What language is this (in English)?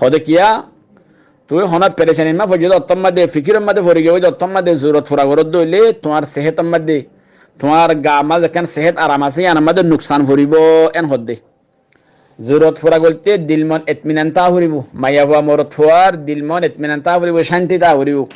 Rohingya